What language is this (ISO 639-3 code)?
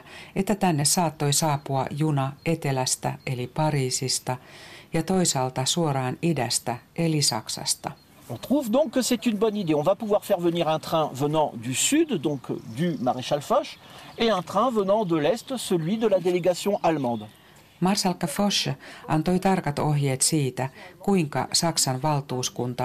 fin